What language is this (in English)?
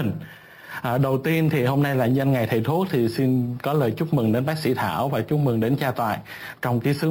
Vietnamese